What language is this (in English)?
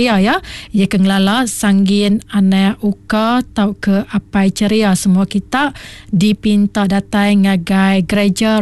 Iban